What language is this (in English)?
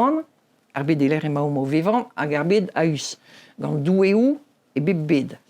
Breton